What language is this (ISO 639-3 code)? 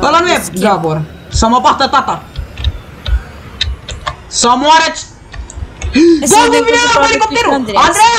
ron